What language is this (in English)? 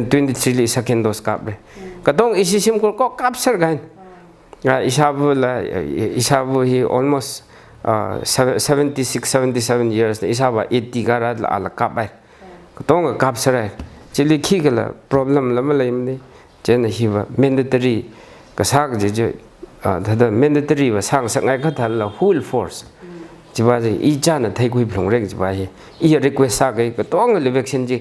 Tangkhul Naga (India)